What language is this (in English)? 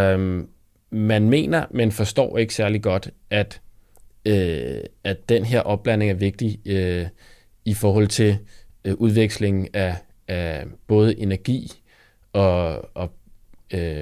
Danish